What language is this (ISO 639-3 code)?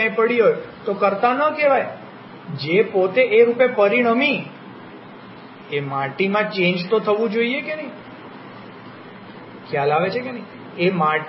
guj